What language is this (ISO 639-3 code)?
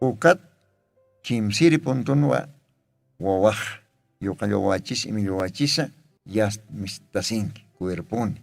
aym